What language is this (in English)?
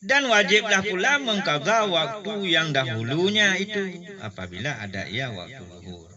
Achinese